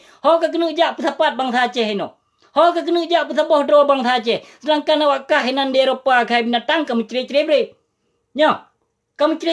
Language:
Achinese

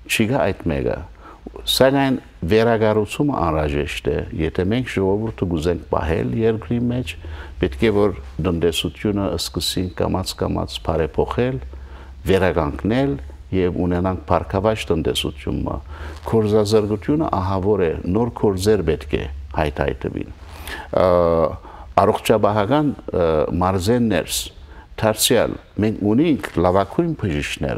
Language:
Western Armenian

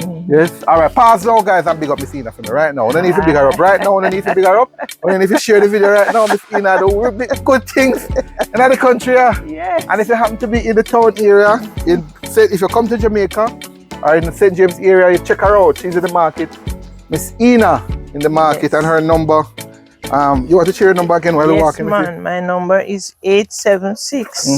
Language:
Jamaican Creole English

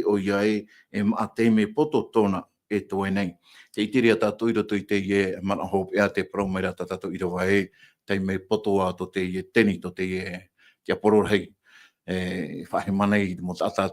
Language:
Tahitian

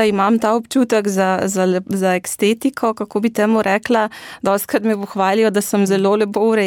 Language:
Slovenian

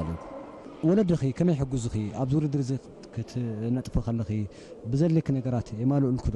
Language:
Tigrinya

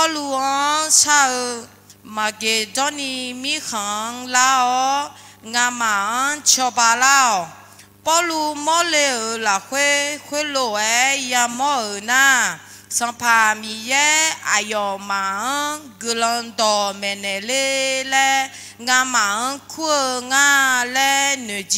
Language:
Akha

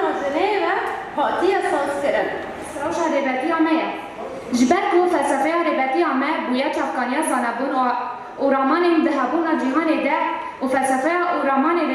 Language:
Kurdish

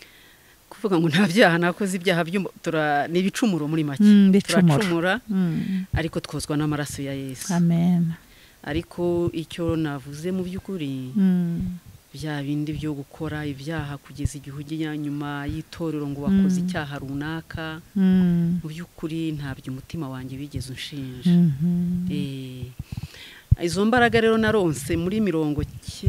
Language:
Kinyarwanda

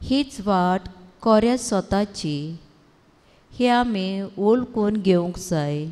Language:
Konkani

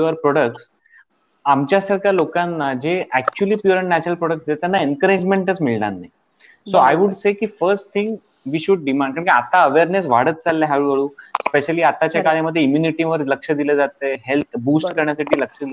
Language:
Marathi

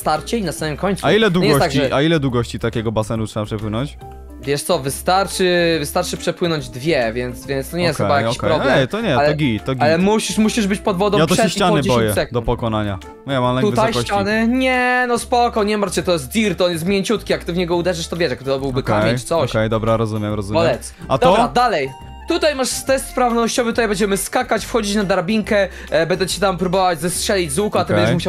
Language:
Polish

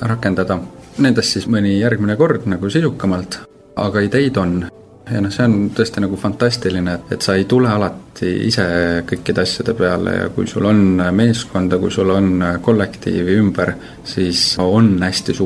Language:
Estonian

